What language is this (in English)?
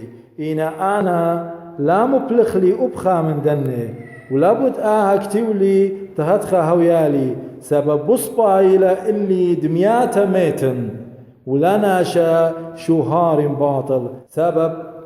Assyrian Neo-Aramaic